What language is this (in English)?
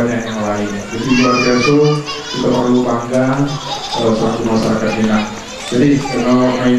Minangkabau